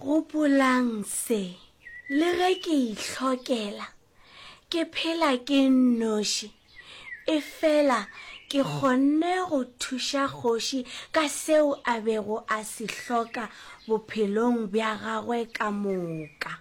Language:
Northern Sotho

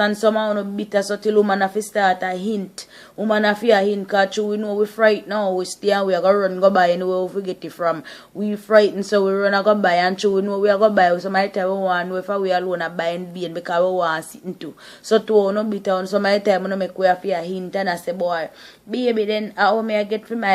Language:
Jamaican Creole English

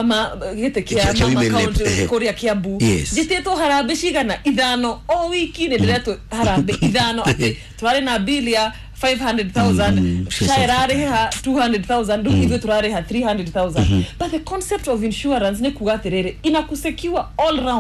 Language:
Kikuyu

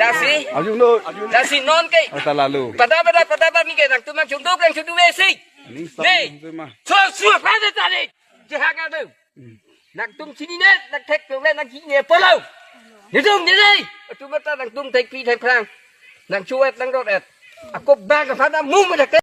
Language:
Karbi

